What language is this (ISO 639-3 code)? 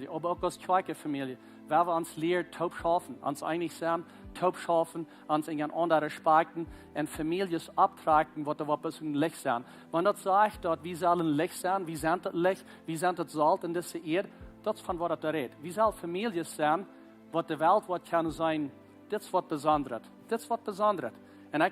pdt